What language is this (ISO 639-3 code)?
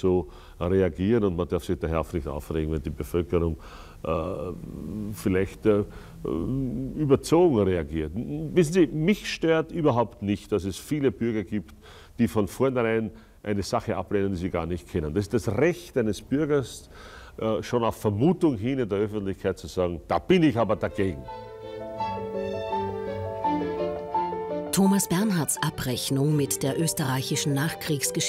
deu